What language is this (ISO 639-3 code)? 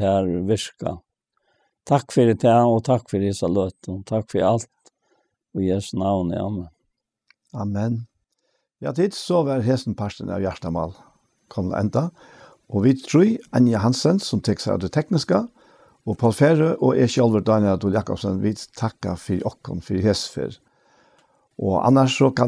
fao